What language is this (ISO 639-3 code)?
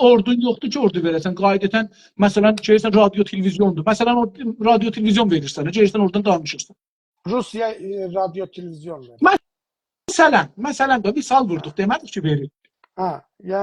azb